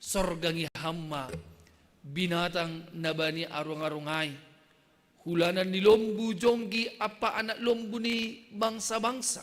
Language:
Batak Simalungun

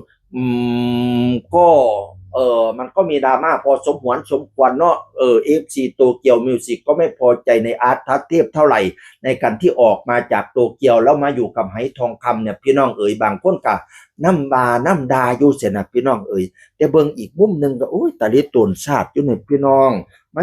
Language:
Northeastern Thai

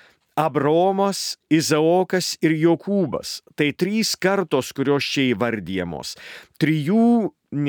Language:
Lithuanian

